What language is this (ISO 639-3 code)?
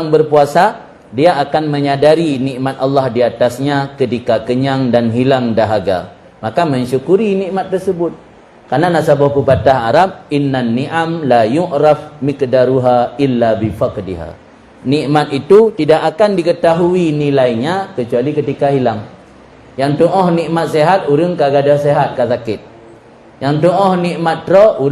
ace